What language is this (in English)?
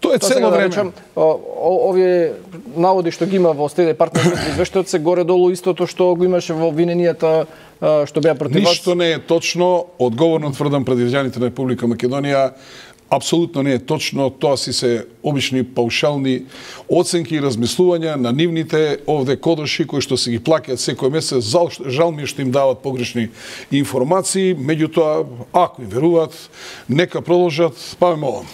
Macedonian